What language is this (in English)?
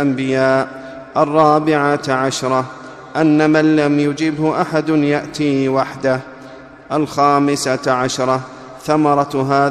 Arabic